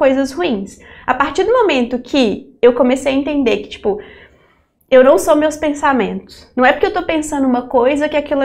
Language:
Portuguese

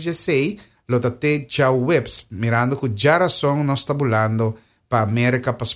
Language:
Papiamento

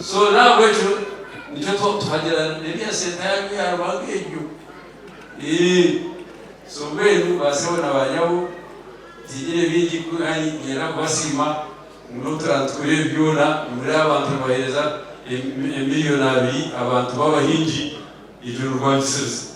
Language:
Nyankole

